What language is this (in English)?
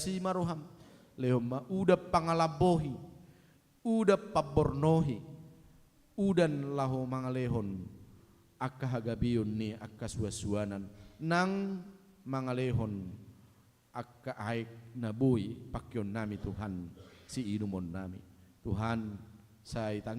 Batak Toba